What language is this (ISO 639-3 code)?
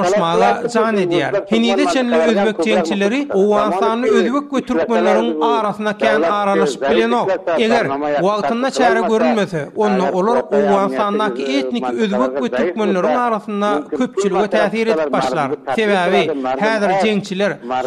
tuk